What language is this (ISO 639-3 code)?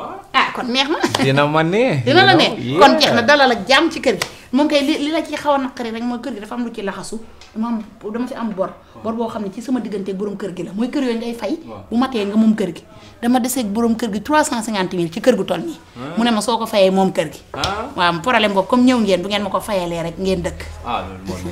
wol